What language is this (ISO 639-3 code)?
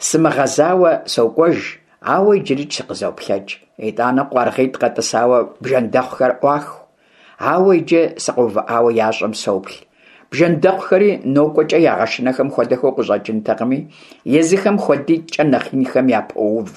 kbd